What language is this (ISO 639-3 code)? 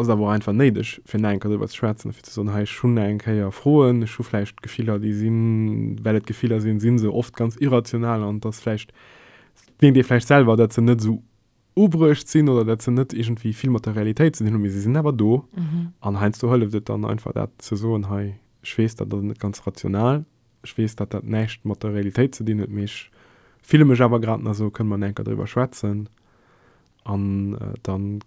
ltz